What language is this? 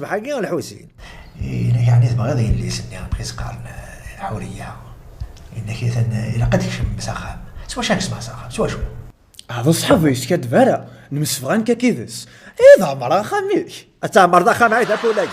Kabyle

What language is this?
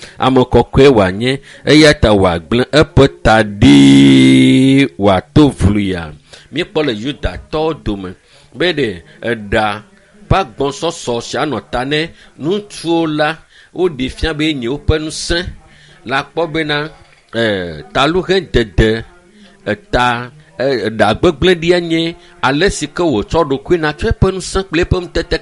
Ewe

